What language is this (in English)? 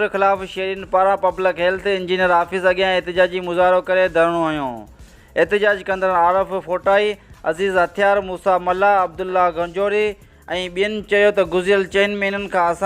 Sindhi